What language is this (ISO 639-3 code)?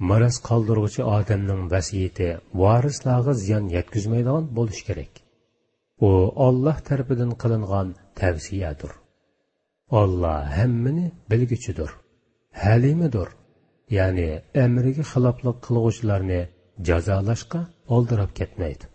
uig